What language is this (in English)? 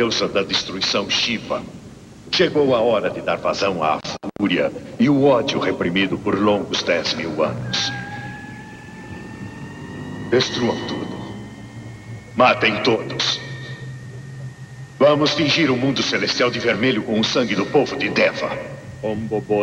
Portuguese